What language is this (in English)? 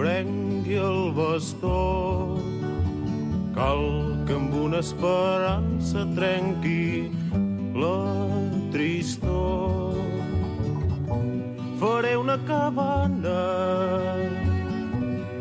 Catalan